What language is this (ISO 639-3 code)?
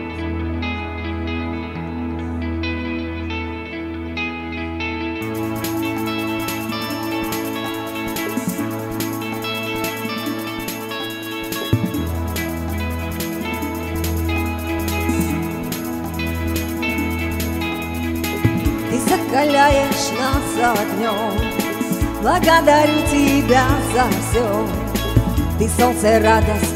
rus